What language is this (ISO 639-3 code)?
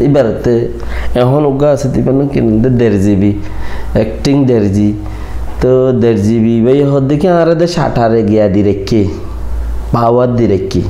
rhg